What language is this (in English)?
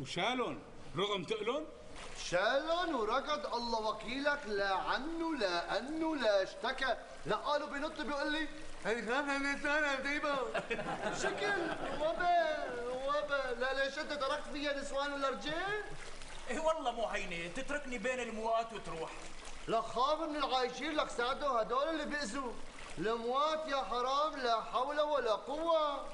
North Levantine Arabic